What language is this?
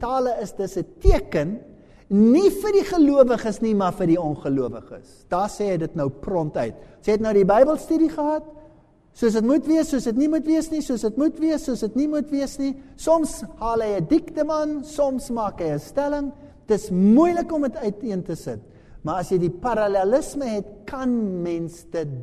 Afrikaans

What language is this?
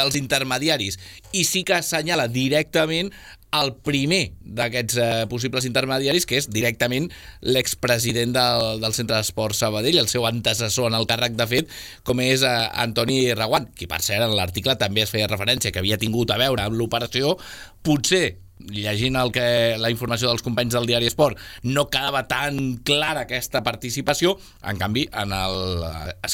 Catalan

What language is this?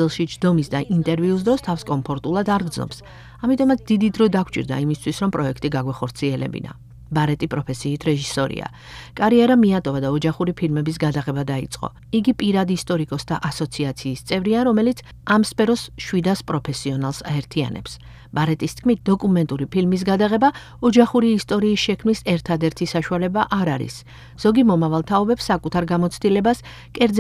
Georgian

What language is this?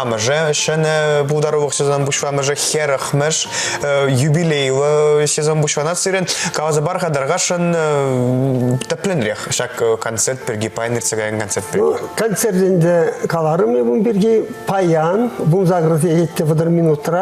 Chuvash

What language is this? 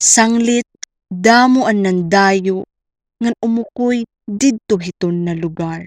Waray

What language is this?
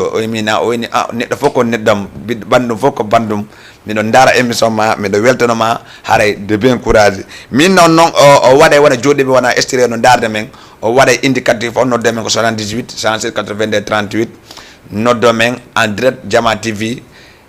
Fula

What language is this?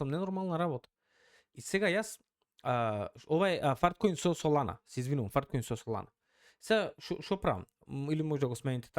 Macedonian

